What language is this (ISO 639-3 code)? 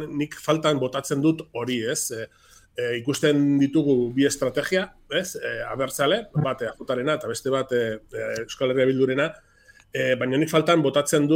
eus